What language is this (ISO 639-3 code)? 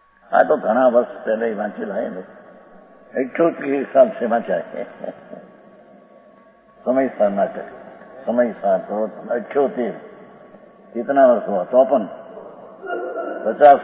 guj